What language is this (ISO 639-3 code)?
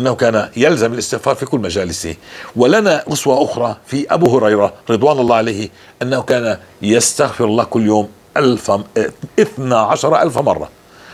apc